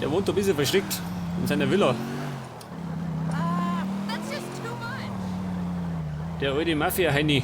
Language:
Bavarian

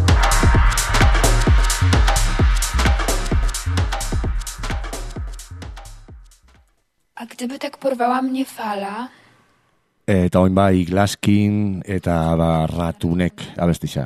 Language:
Basque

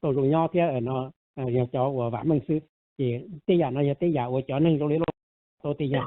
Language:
Hmong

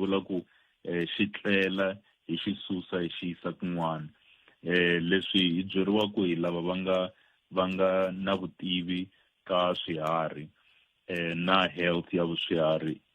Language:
Tsonga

